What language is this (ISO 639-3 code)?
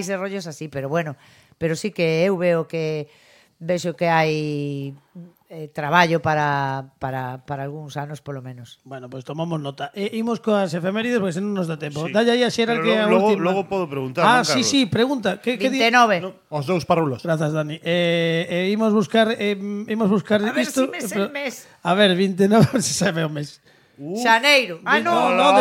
glg